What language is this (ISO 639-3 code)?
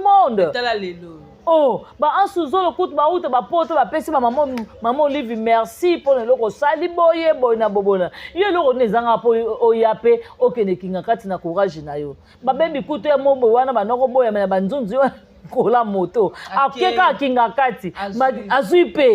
lin